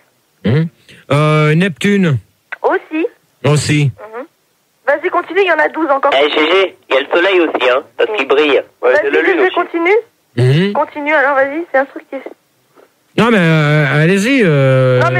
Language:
French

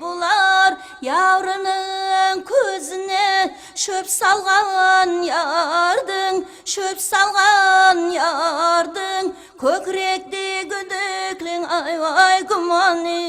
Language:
Kara-Kalpak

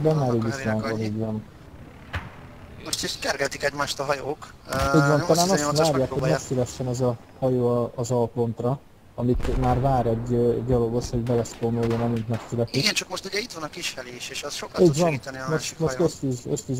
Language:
Hungarian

